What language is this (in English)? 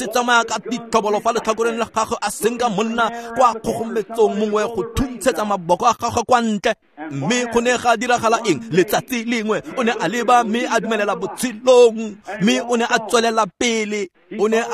Tswana